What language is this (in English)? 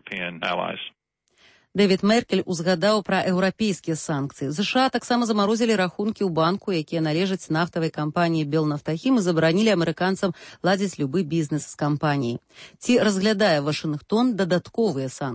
Belarusian